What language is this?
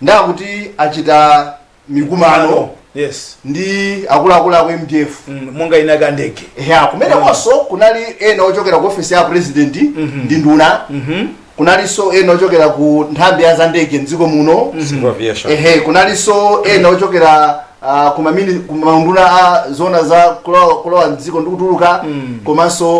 Nyanja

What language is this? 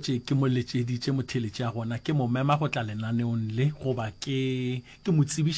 Northern Sotho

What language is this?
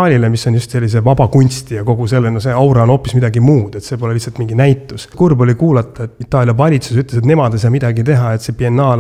Estonian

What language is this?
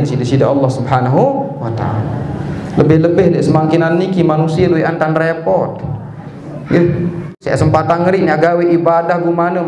Sasak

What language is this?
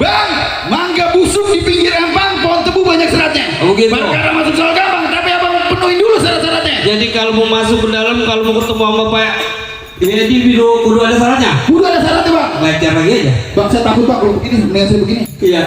Betawi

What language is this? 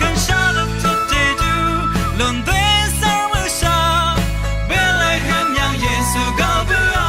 Rawang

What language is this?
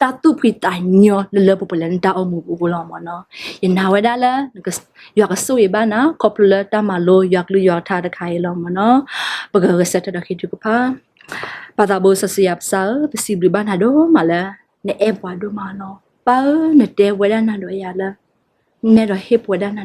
S'gaw Karen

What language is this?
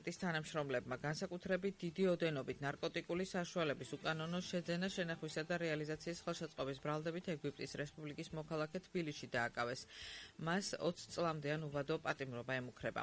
Georgian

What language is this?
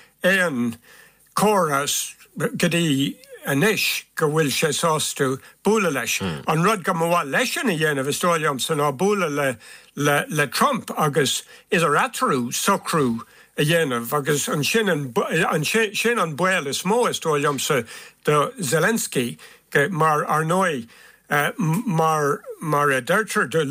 Irish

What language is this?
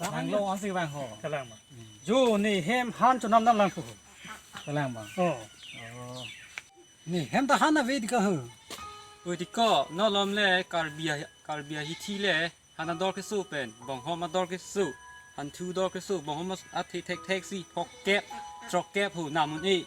Karbi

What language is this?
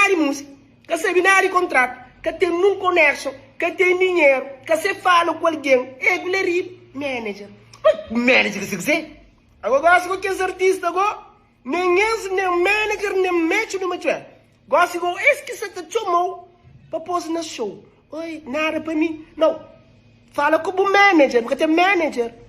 Kabuverdianu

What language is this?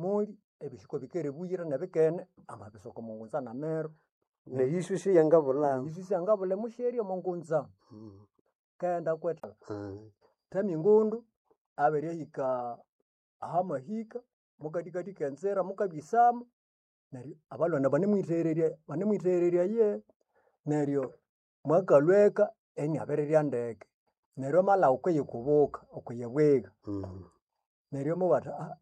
Nande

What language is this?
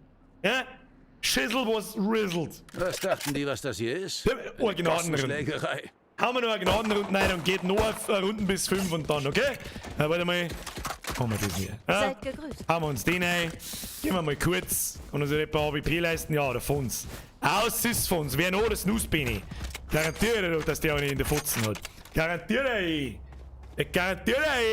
Bavarian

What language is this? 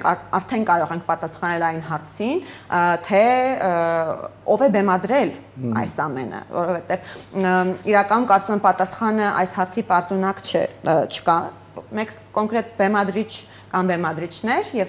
Armenian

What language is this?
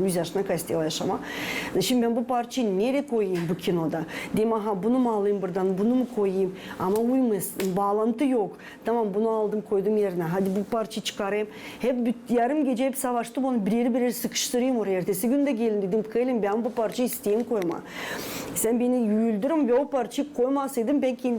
Gagauz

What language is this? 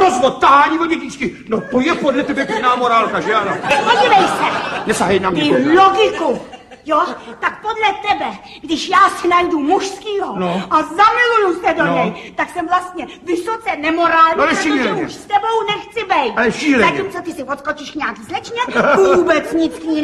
Czech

